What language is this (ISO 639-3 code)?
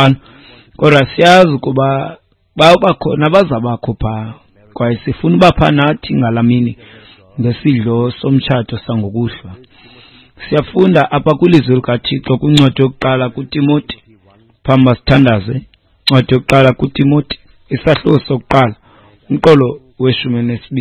xho